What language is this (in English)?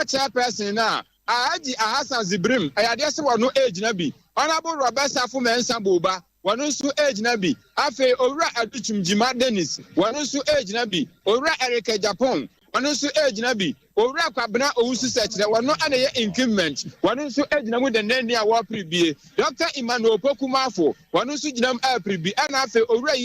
Akan